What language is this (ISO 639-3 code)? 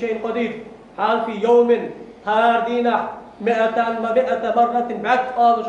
inh